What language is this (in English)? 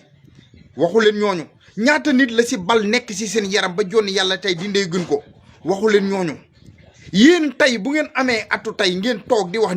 Wolof